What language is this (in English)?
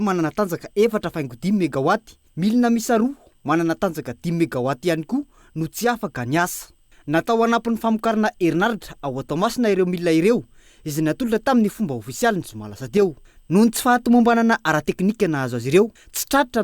Malagasy